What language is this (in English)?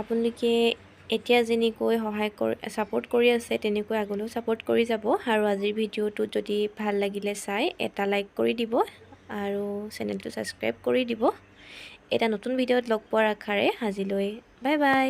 Assamese